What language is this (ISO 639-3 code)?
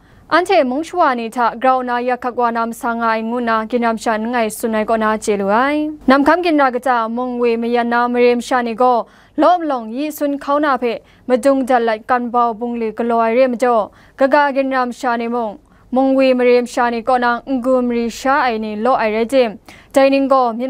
kac